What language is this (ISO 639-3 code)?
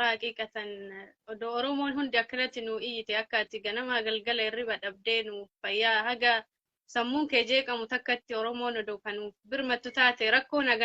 orm